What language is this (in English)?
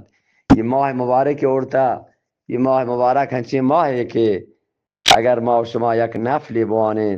Eastern Balochi